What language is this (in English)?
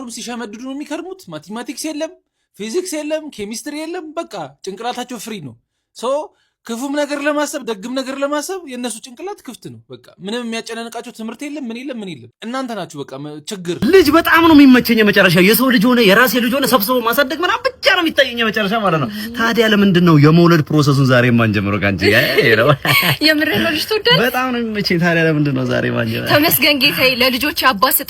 Amharic